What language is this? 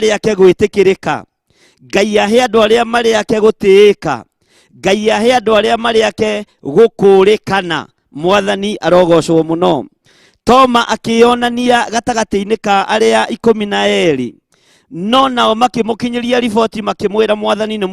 Kikuyu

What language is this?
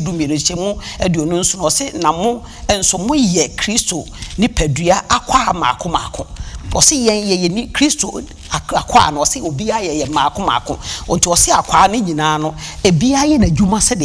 Akan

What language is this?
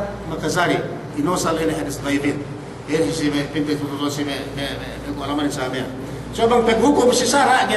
Yakan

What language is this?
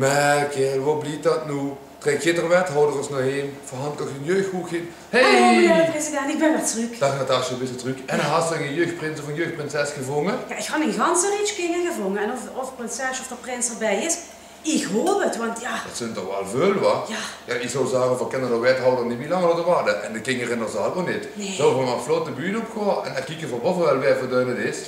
Limburgish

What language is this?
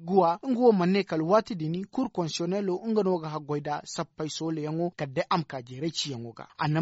Zarma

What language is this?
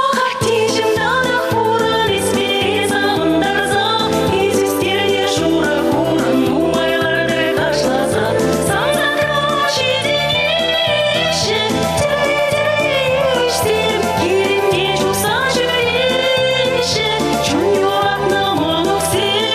Chuvash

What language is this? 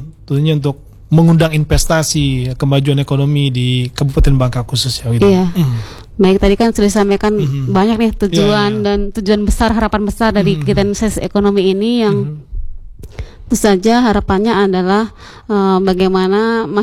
Indonesian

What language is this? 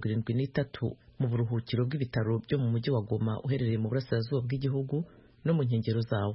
Kinyarwanda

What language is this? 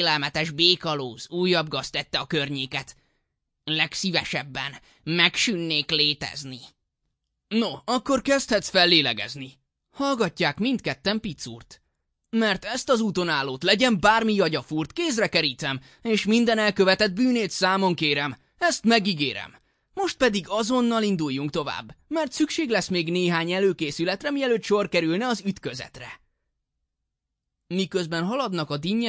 Hungarian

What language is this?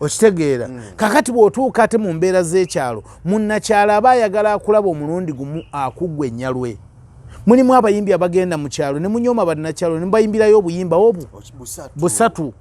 Ganda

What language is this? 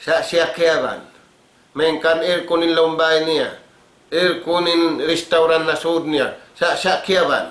Tausug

